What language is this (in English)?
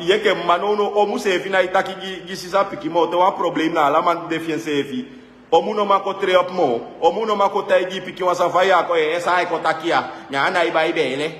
Sranan Tongo